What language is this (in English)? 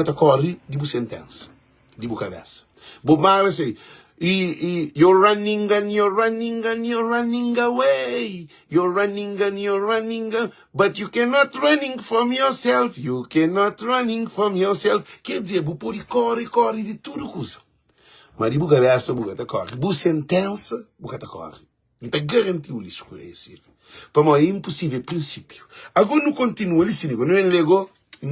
Kabuverdianu